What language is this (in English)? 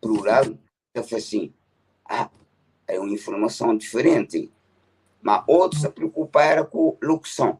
Kabuverdianu